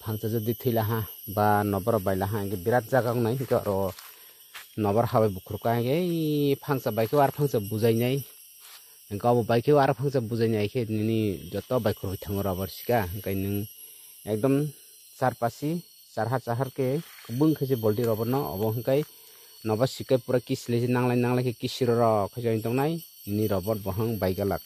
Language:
Kok Borok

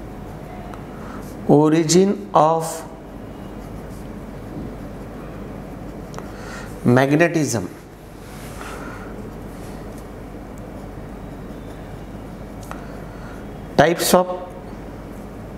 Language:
Marathi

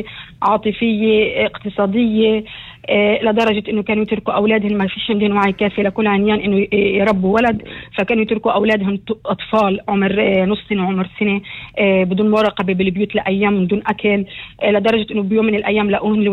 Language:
North Levantine Arabic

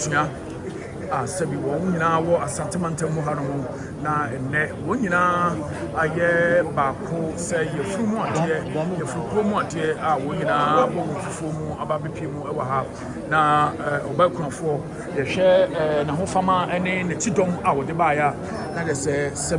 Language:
Akan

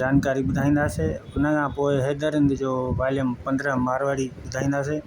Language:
Sindhi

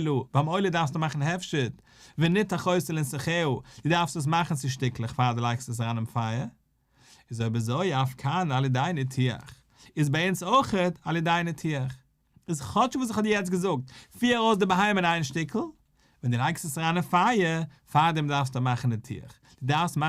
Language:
Yiddish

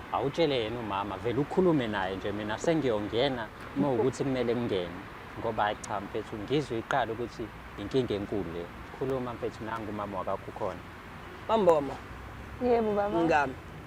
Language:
Zulu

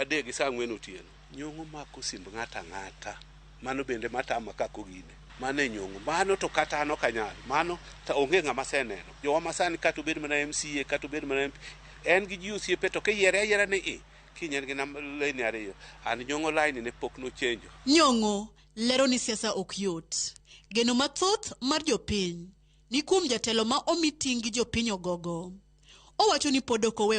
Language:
Luo (Kenya and Tanzania)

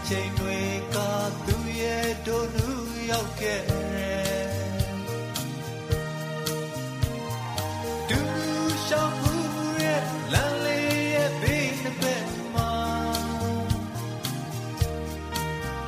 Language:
Burmese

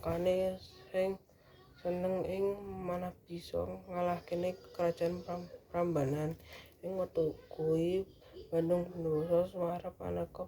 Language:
Javanese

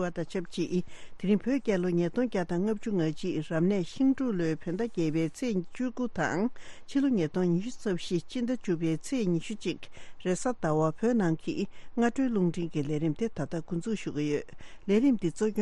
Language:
Tibetan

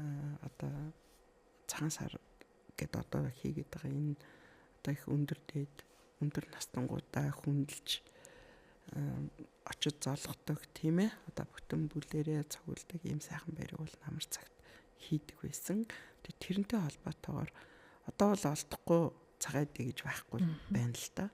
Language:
Mongolian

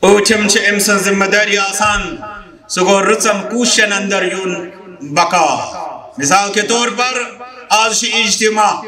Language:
Kashmiri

